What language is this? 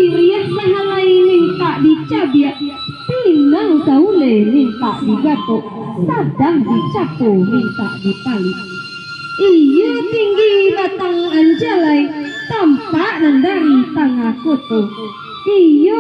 Minangkabau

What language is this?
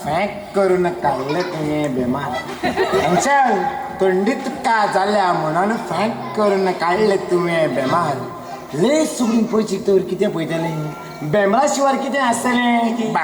Konkani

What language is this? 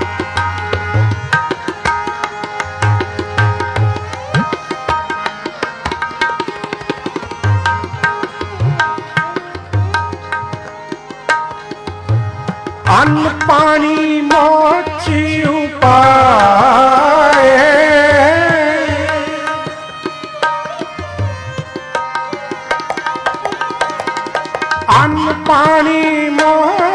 Punjabi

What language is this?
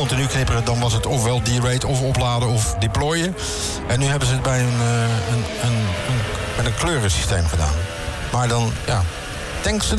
Dutch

